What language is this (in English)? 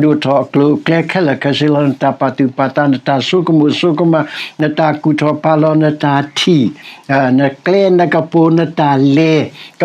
S'gaw Karen